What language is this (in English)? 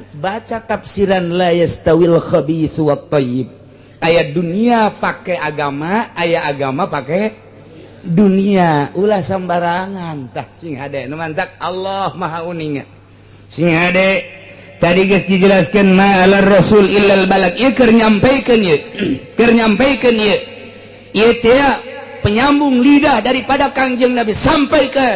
Sundanese